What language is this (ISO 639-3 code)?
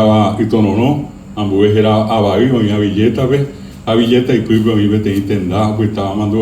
grn